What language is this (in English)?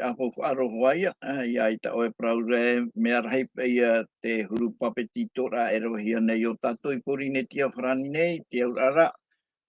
Tahitian